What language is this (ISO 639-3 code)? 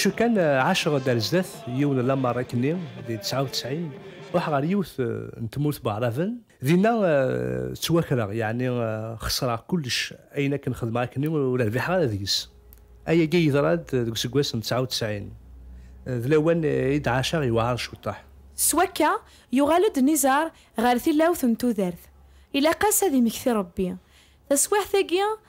kab